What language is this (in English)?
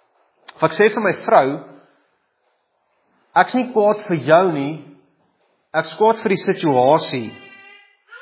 Afrikaans